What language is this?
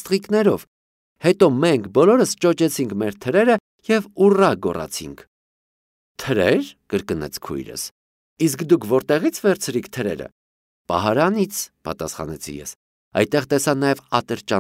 Armenian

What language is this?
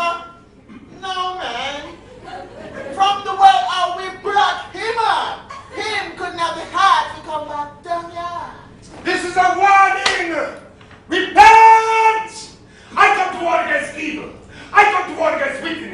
Jamaican Creole English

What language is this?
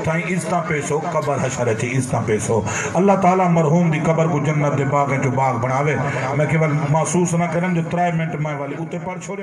Saraiki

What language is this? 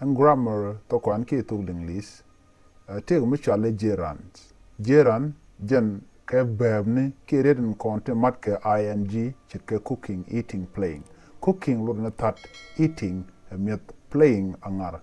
Nuer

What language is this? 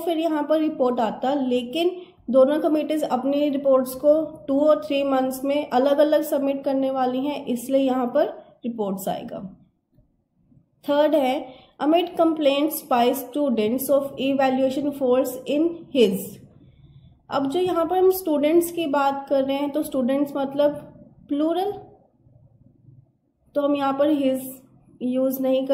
Hindi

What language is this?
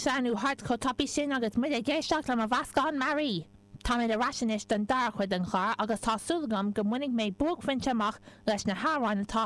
Irish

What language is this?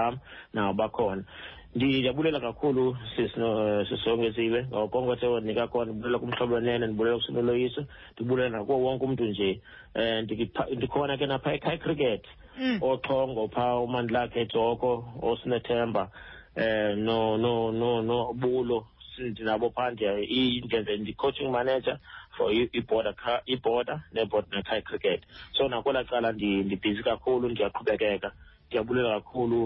Xhosa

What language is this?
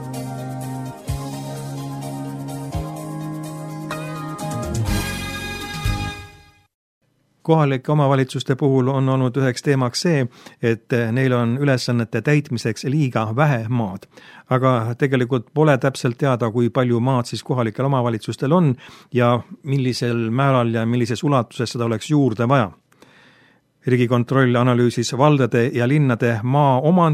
Estonian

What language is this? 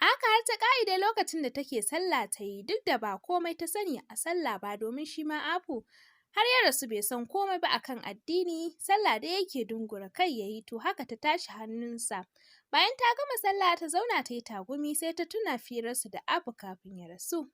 Hausa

